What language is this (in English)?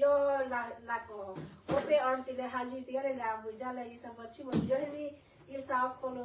Lahu